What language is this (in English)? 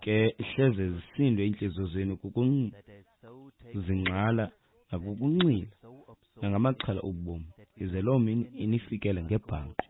Xhosa